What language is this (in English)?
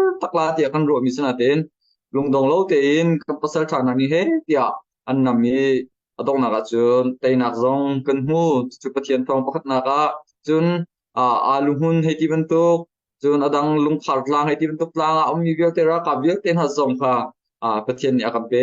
Hakha Chin